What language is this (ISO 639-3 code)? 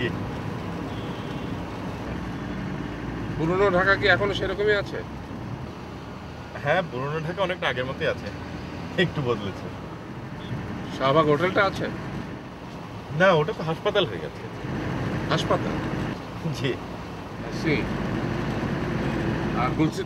ben